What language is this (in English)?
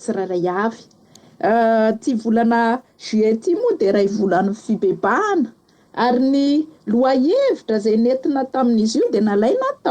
Malagasy